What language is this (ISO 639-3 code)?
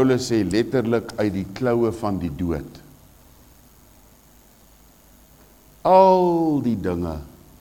afr